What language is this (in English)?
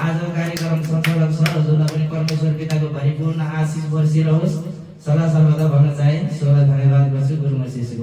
Nepali